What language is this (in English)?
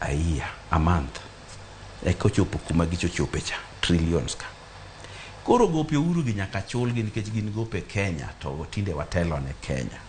Luo (Kenya and Tanzania)